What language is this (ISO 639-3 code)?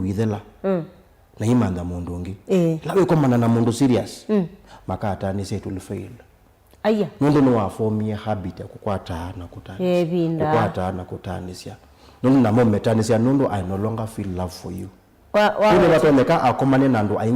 kam